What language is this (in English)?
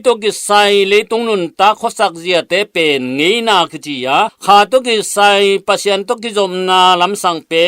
Tedim Chin